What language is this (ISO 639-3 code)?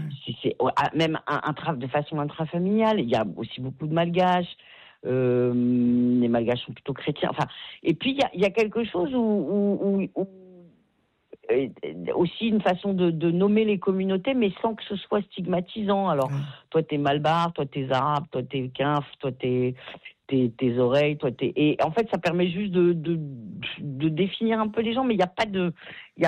fra